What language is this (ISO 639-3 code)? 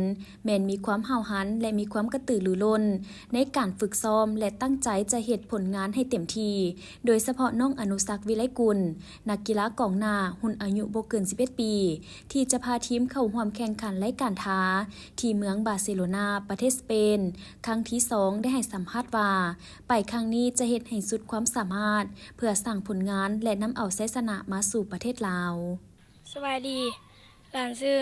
lao